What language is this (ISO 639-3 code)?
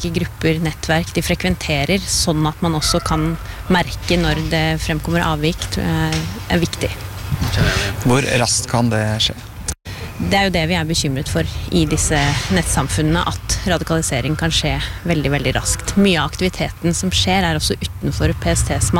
nor